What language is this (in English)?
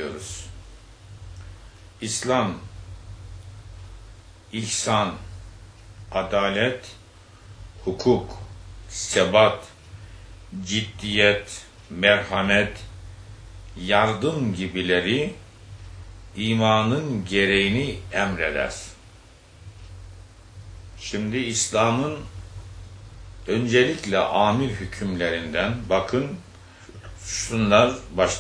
Turkish